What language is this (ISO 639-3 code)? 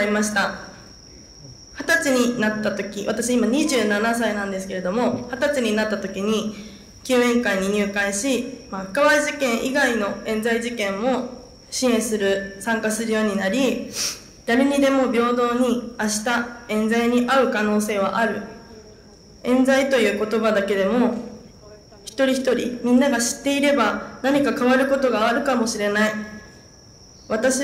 jpn